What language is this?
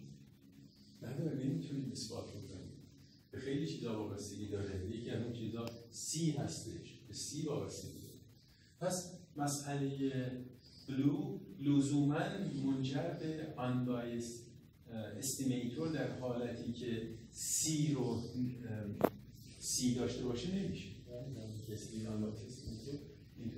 Persian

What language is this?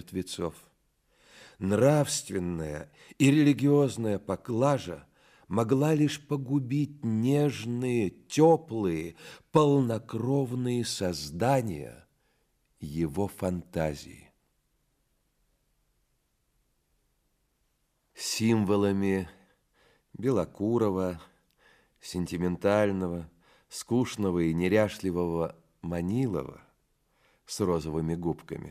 Russian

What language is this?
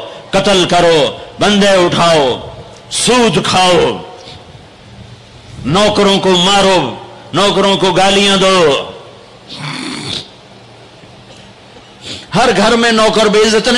Urdu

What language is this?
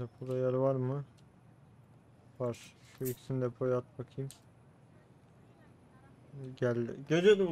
Turkish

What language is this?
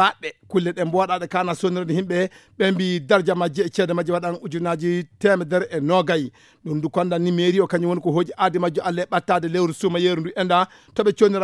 Fula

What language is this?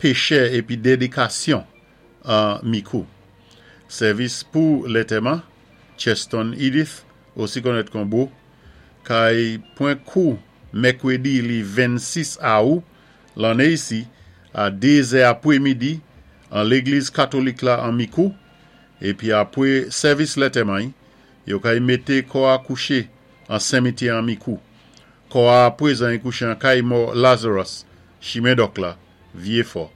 Saint Lucian Creole French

